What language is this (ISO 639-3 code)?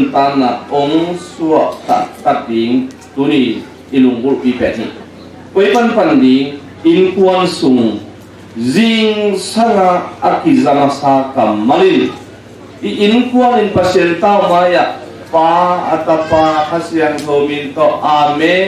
ctd